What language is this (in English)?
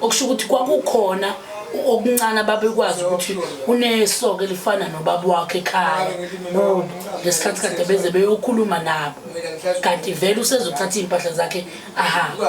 Zulu